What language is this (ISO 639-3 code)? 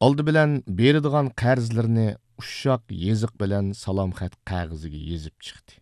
uig